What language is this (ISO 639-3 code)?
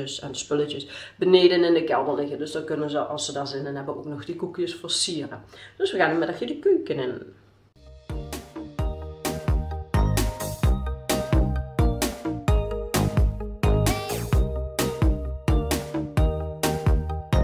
nld